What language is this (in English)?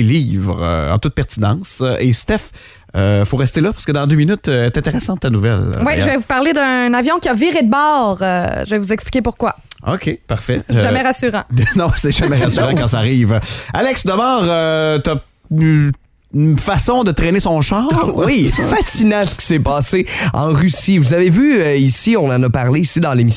French